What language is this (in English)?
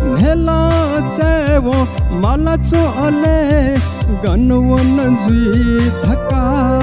Newari